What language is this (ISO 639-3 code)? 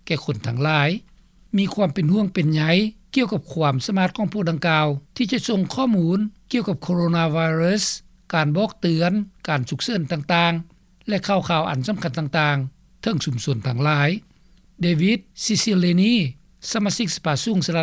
lao